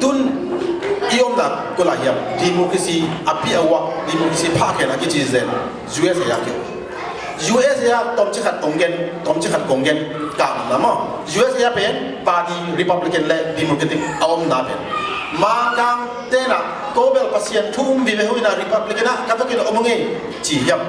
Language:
Tedim Chin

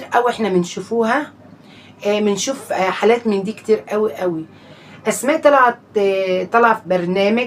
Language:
Egyptian Arabic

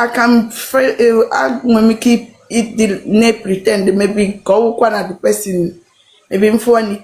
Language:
Igbo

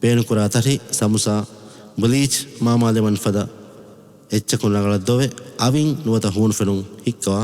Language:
Divehi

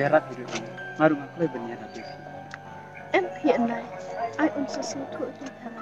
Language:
Khasi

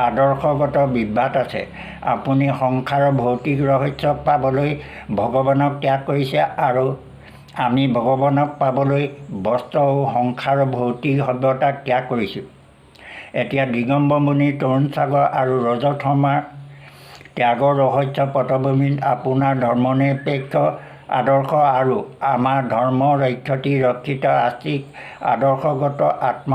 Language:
Assamese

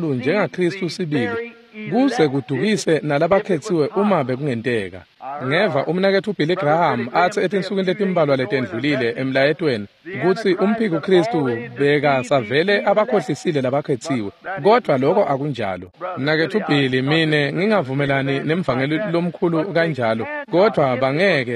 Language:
Swati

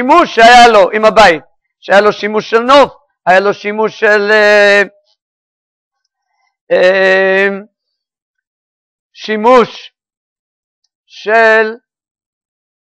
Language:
Hebrew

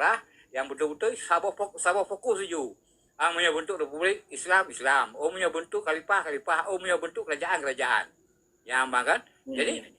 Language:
Achinese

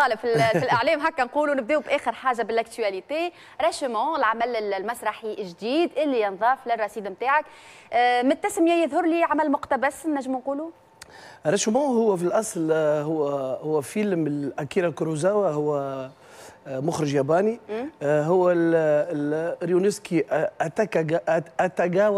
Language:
Tunisian Arabic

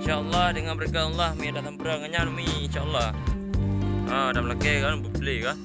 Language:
Achinese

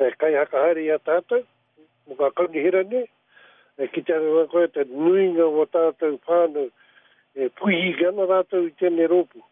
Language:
Māori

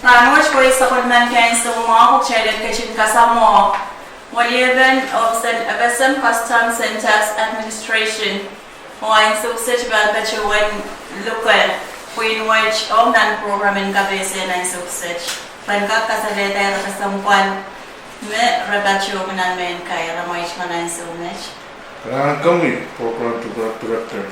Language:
Pohnpeian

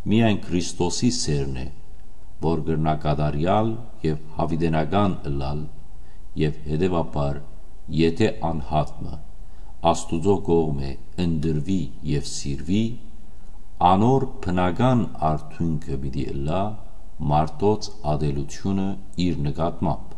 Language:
Western Armenian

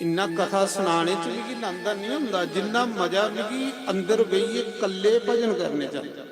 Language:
Dogri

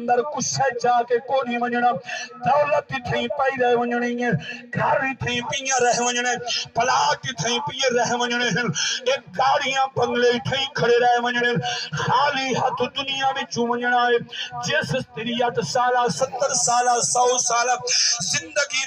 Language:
Saraiki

